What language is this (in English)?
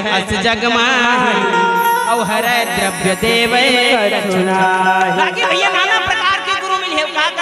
Chhattisgarhi